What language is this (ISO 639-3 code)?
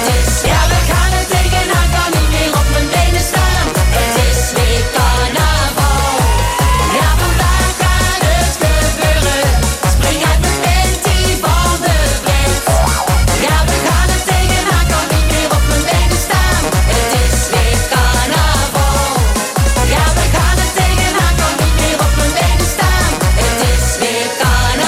nld